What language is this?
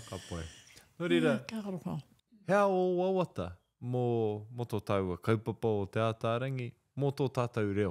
Māori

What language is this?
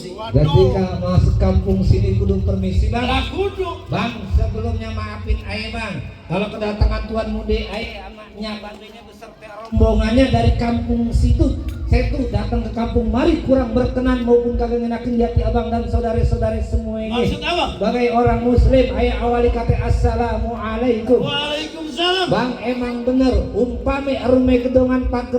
Betawi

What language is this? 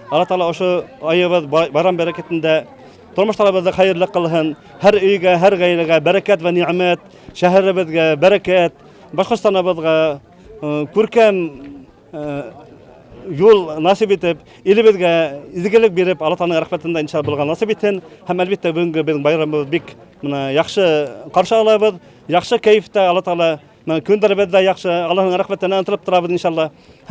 Bashkir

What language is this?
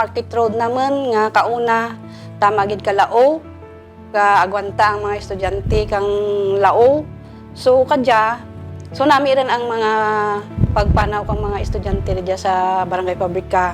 Kinaray-a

